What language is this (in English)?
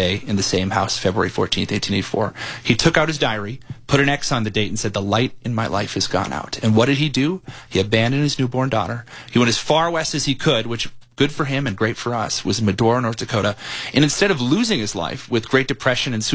English